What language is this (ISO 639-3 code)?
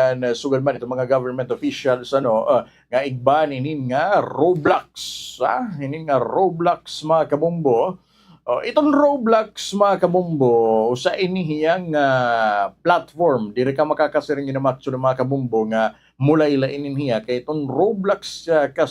war